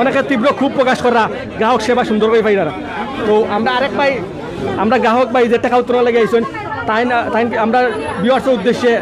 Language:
Sylheti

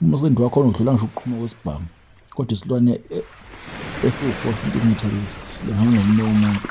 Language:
Zulu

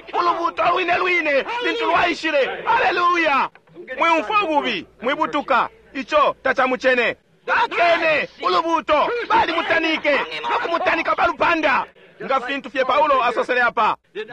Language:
Bemba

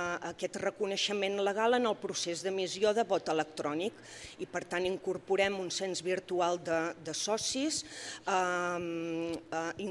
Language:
Catalan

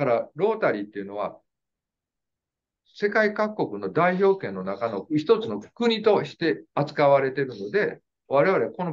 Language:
Japanese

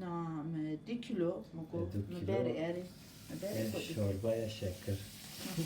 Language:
Zaza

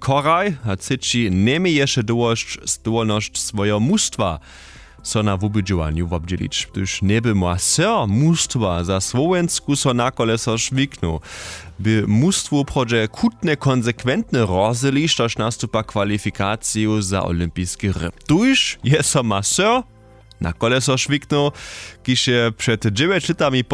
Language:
Upper Sorbian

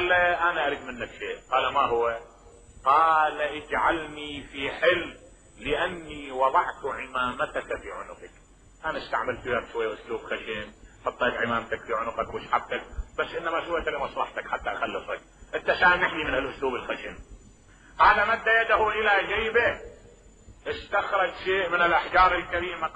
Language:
Mesopotamian Arabic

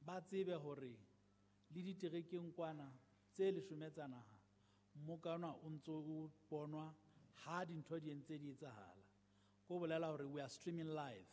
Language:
Southern Sotho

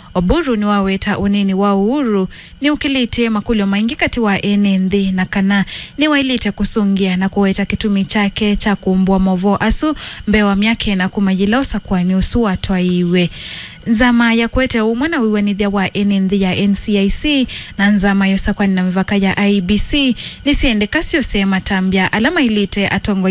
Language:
Kamba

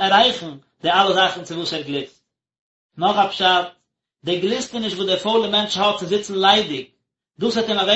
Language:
Yiddish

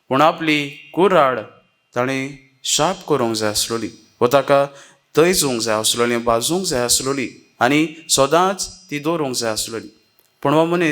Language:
Konkani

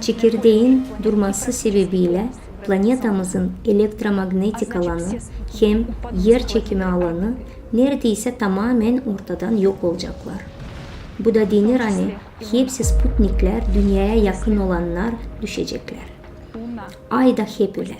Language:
Gagauz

